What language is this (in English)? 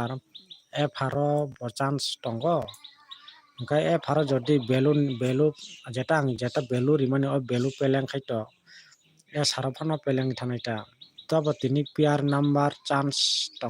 Kok Borok